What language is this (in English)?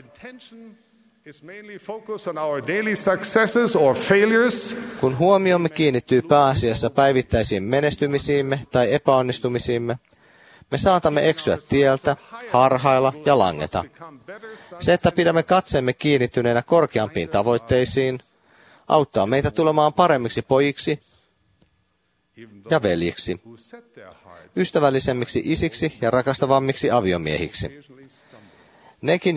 Finnish